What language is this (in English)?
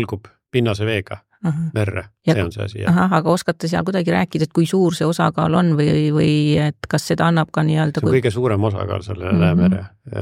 Estonian